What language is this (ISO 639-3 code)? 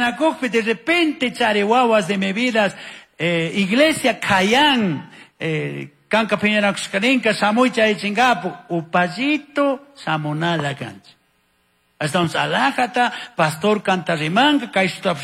qug